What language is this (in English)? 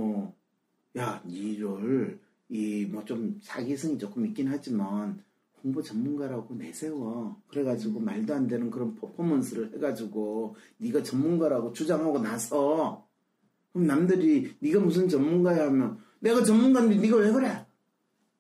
Korean